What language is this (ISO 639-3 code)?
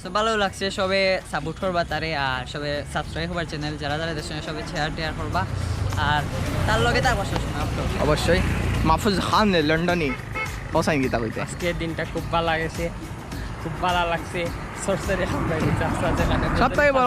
syl